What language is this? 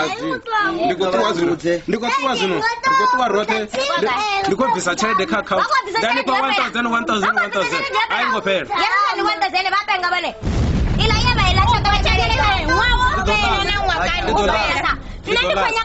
Venda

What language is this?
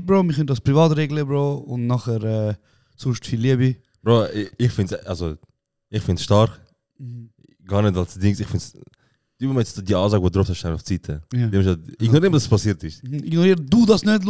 Swiss German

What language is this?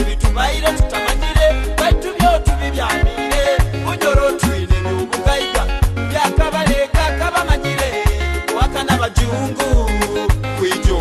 Tooro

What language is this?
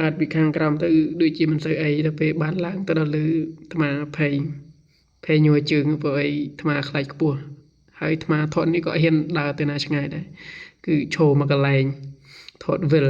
Khmer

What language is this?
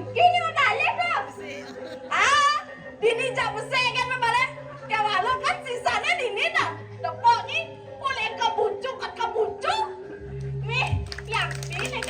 Balinese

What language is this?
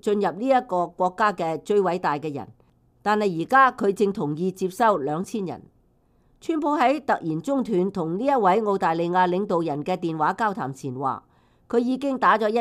Cantonese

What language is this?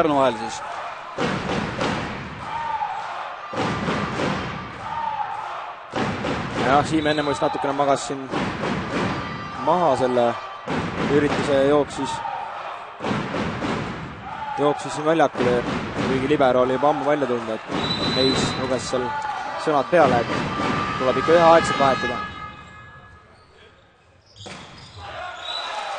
Estonian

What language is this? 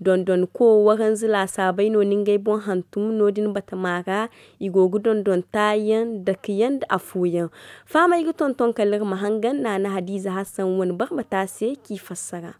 Zarma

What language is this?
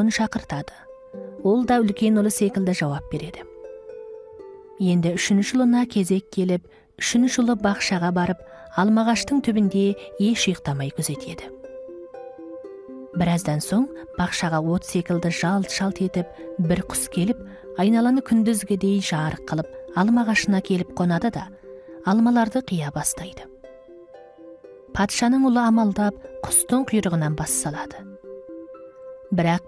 Kazakh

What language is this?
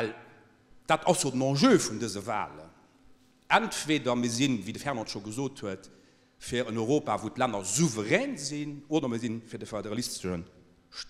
Luxembourgish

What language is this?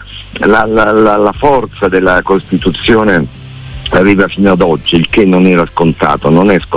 Italian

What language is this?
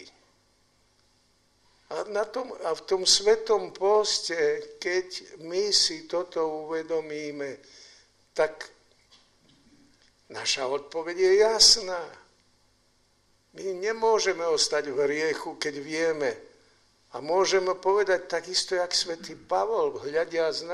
Slovak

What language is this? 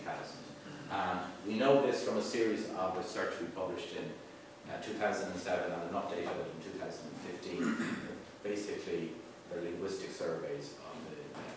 English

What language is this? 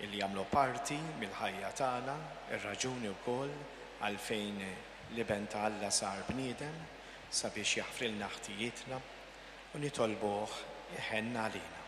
Maltese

